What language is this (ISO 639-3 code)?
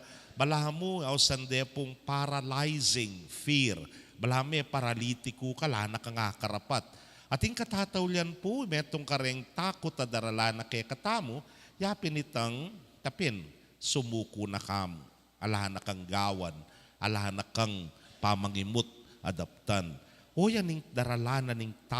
pam